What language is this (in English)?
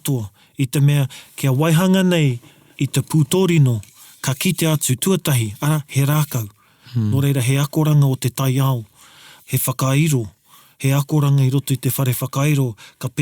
Māori